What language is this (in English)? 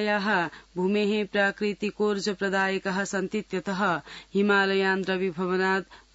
Sanskrit